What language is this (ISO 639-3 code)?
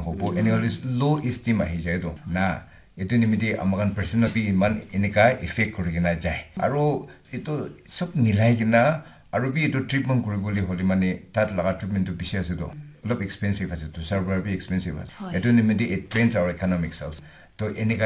nag